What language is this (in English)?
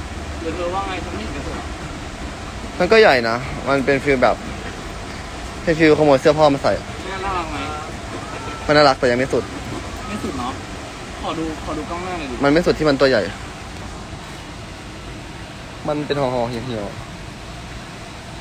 Thai